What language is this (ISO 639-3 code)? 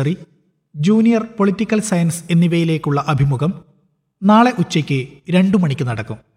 mal